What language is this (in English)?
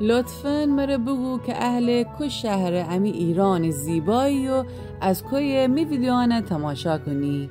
Gilaki